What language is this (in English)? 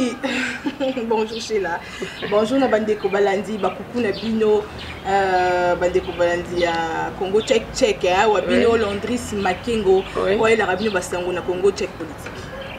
Lingala